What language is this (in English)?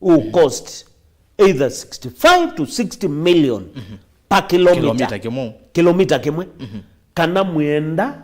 Kamba